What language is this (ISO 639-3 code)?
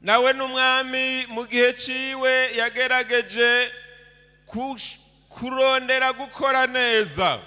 run